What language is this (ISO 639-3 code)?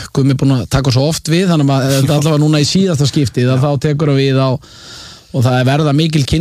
isl